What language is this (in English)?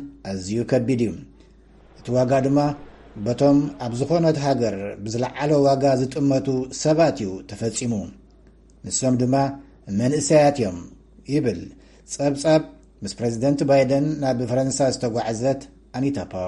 Tigrinya